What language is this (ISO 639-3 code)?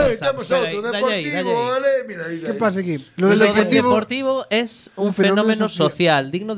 glg